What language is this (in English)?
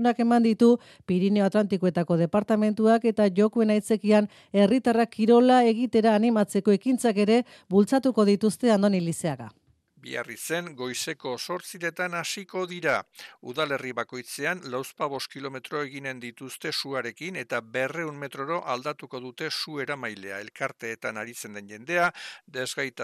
Basque